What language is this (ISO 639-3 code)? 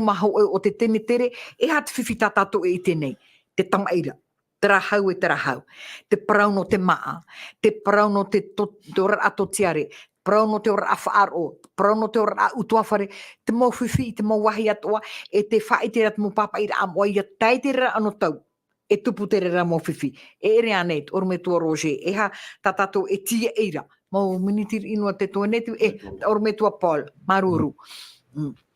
tah